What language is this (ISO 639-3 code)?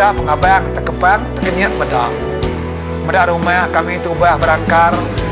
iba